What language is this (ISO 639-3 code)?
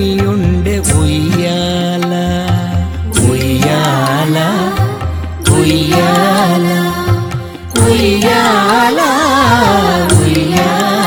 tel